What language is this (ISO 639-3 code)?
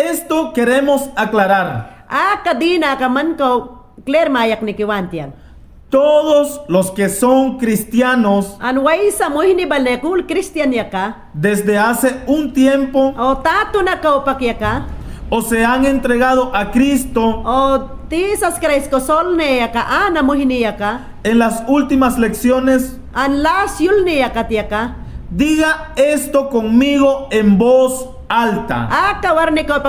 yan